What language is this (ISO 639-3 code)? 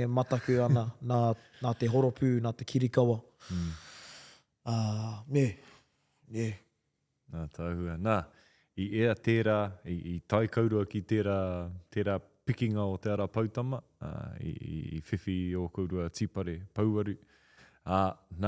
mri